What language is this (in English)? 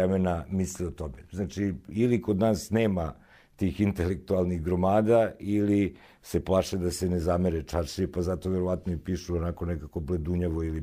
Serbian